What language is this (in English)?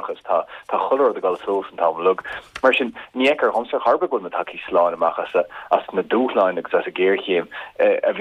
Irish